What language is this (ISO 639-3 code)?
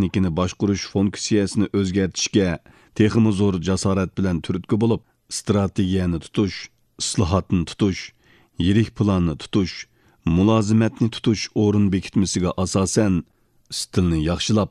uig